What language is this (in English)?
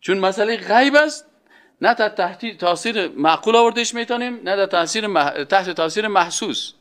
Persian